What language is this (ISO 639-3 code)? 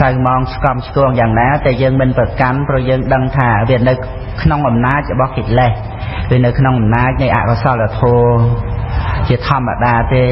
khm